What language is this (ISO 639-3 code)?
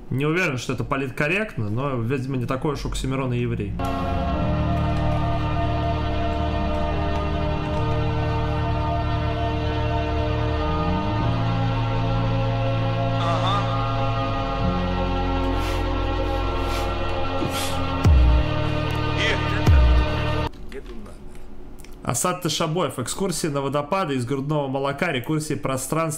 rus